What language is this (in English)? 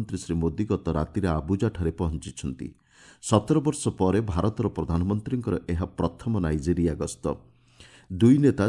Odia